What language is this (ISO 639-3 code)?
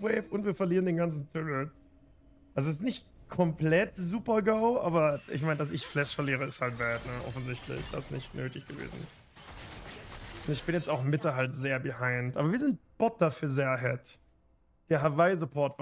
deu